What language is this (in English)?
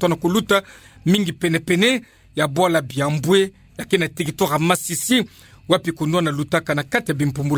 Kituba (Democratic Republic of Congo)